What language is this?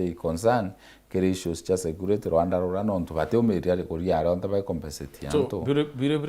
Meru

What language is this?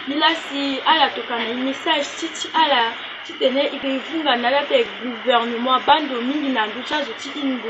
Sango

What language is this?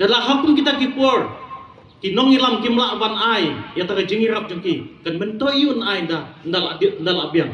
Khasi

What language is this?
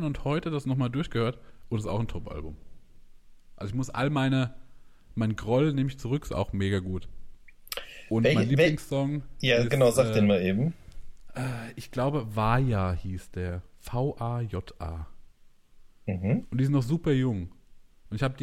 German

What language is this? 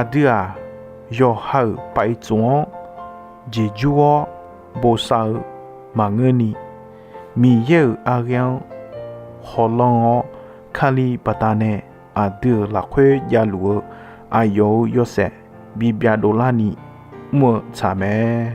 Akha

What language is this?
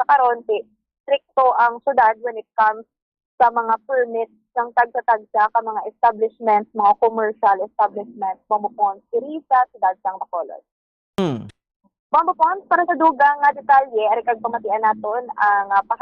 Hiligaynon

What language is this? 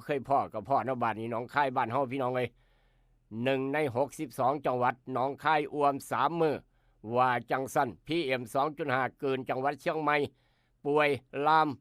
Northeastern Thai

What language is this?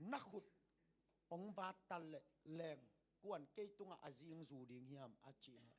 Tedim Chin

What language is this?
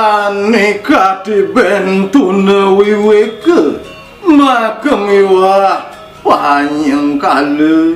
Balinese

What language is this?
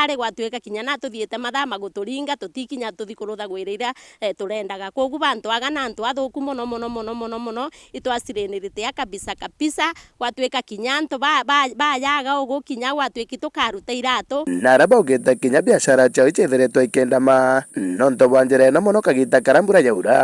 Meru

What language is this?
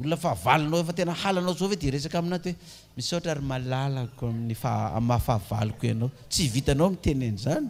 Malagasy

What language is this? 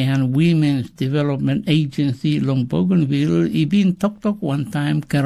Tok Pisin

